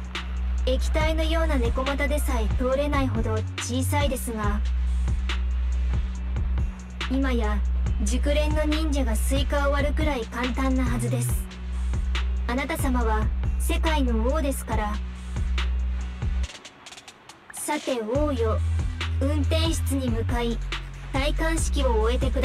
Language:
Japanese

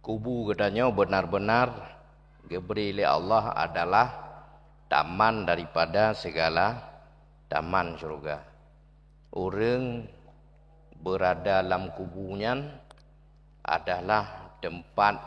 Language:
Achinese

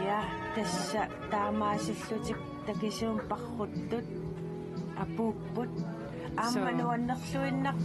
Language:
Kalaallisut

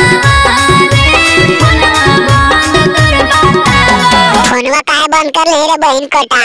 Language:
Magahi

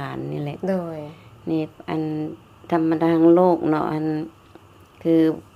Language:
Lao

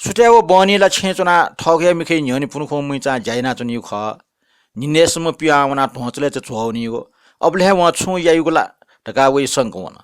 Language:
Newari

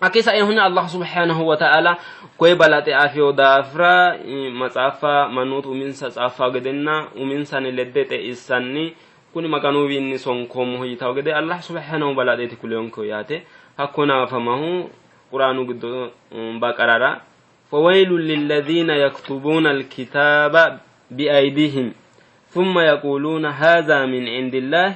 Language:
Sidamo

